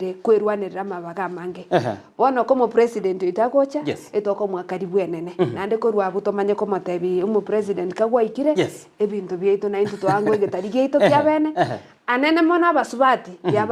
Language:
Gusii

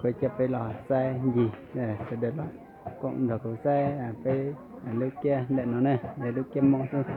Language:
Hmong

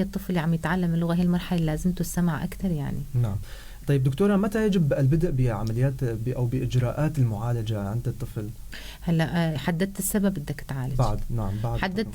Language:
North Levantine Arabic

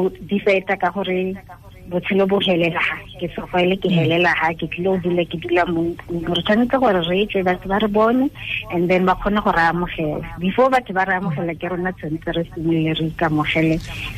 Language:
Tswana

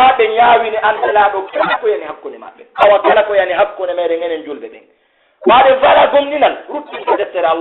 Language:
Pular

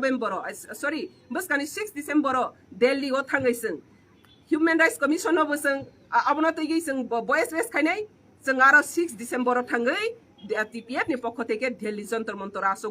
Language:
Riang (India)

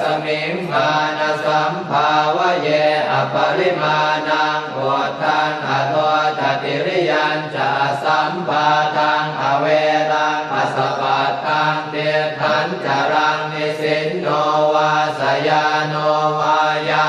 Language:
Pali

